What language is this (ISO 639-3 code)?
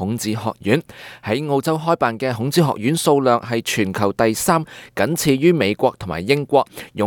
yue